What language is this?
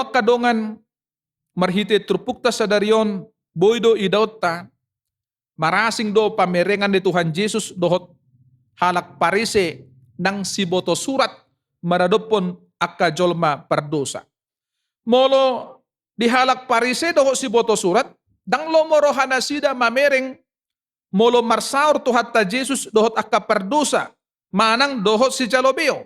Batak Toba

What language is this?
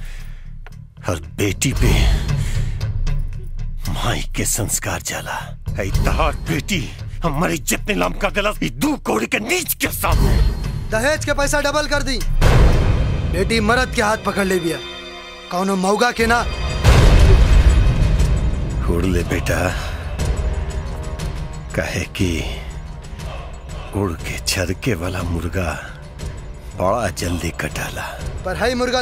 Bhojpuri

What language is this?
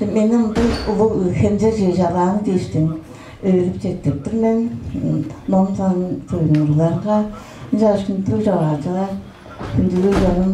Tuvinian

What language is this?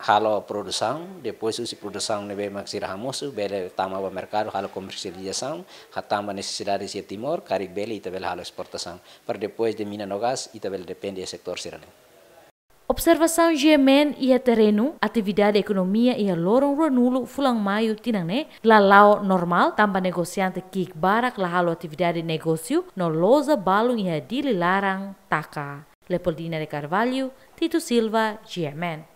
Tetum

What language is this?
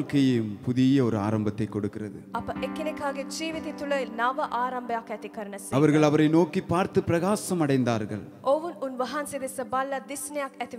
Tamil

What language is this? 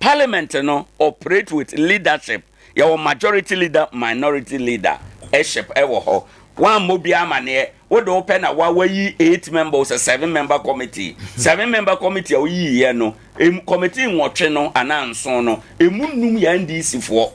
Akan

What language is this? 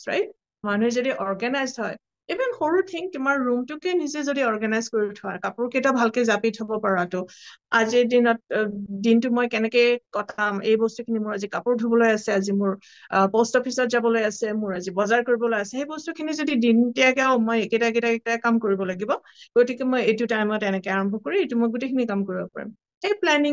Assamese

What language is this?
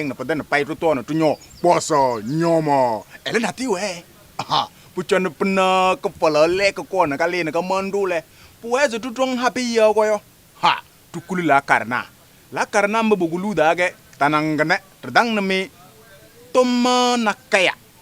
Kabiyè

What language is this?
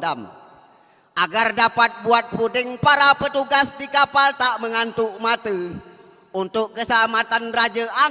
Minangkabau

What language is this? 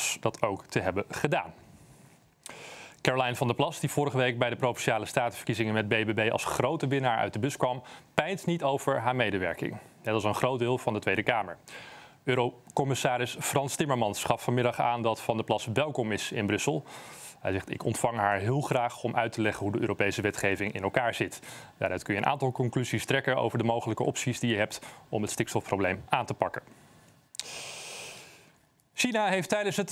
Dutch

